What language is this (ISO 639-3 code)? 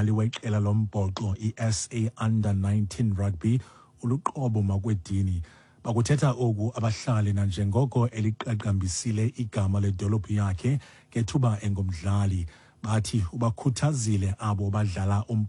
xho